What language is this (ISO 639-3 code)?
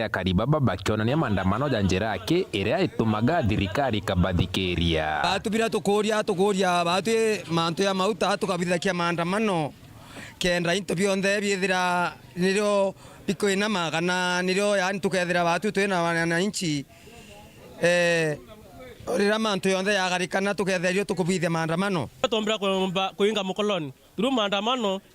mer